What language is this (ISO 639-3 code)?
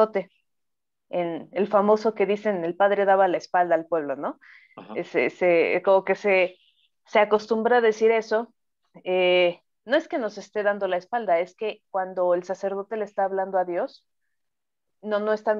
spa